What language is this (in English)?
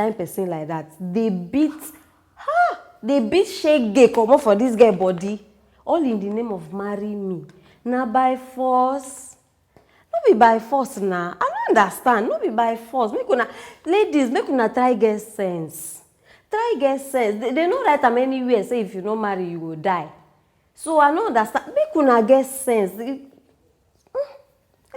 Nigerian Pidgin